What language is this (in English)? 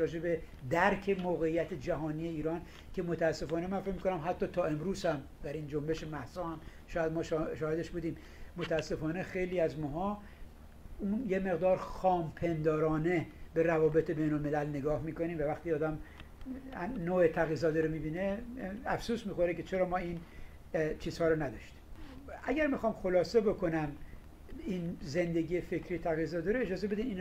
Persian